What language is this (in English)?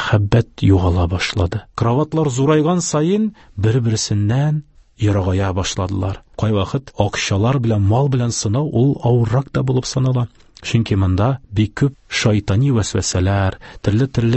Tatar